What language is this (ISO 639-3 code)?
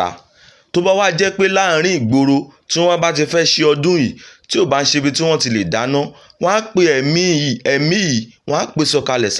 yor